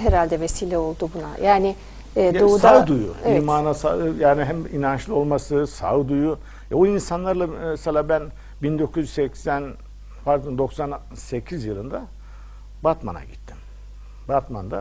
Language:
Turkish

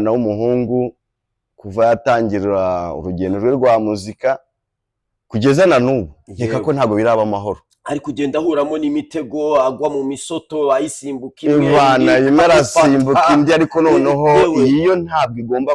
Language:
Kinyarwanda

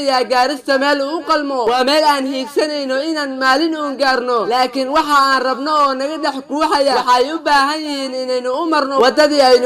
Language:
Somali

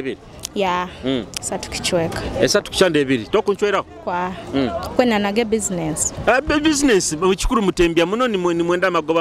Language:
Nyoro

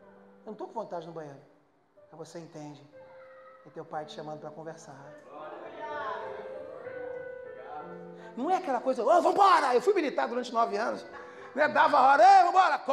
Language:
Portuguese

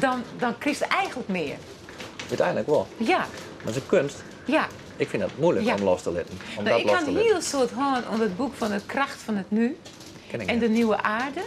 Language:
Western Frisian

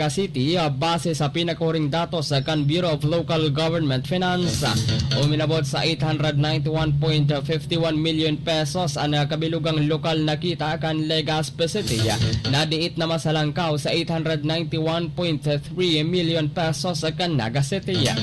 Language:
Bikol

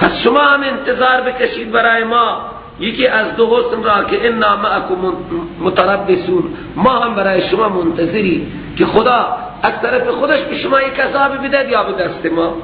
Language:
Persian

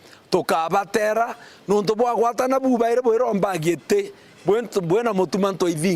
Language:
Meru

